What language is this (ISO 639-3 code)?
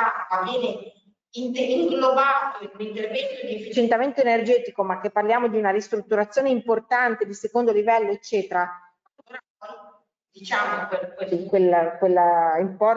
ita